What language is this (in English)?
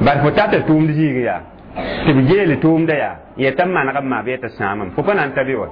Mossi